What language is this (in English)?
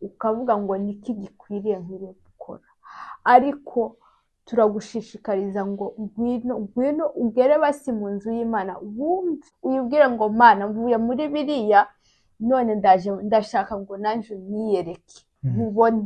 Kinyarwanda